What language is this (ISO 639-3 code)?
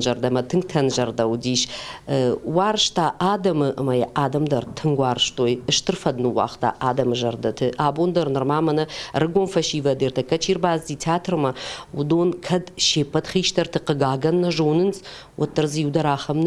oss